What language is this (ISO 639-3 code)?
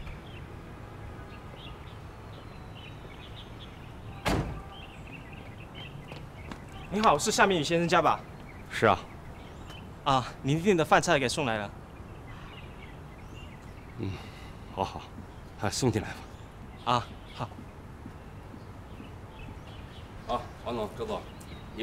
zho